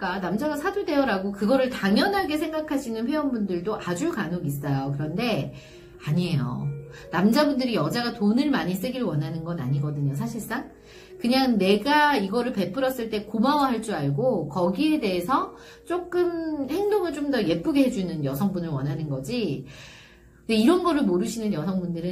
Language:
Korean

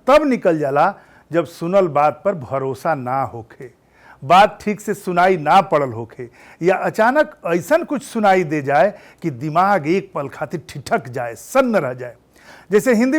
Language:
Bhojpuri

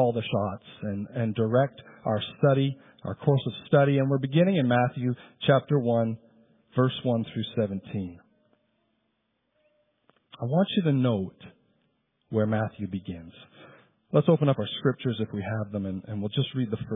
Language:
English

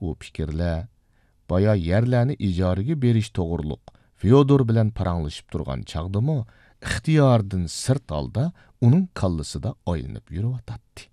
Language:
Uyghur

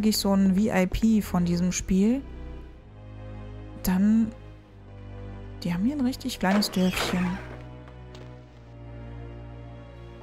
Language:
German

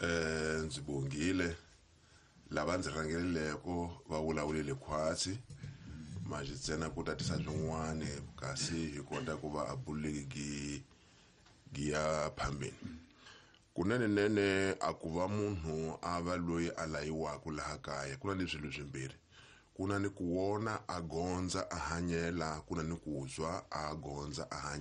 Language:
Tsonga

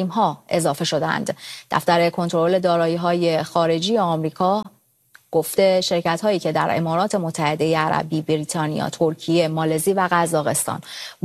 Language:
Persian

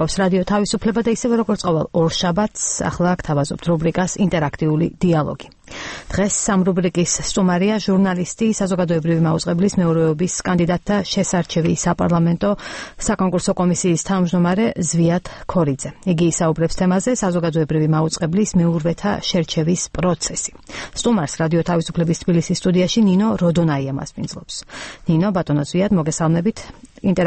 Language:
Georgian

